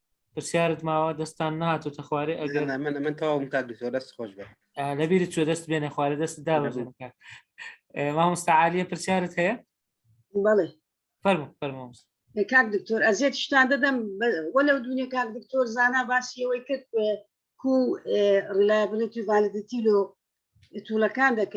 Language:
Central Kurdish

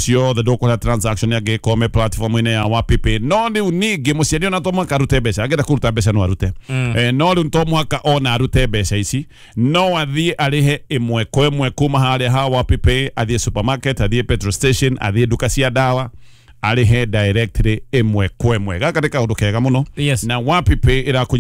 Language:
Kikuyu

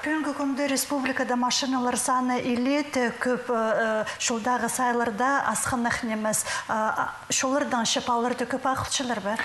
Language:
Khakas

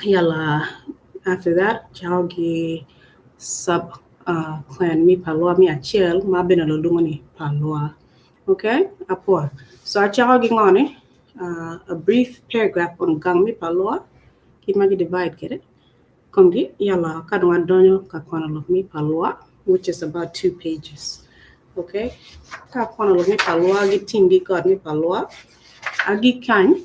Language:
Acoli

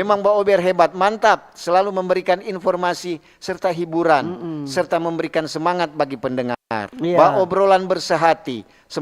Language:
Manado Malay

